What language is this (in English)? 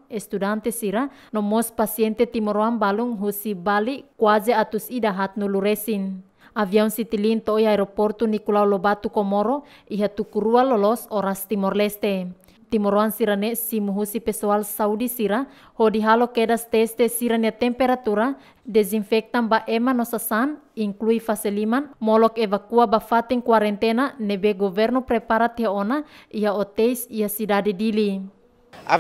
Tetum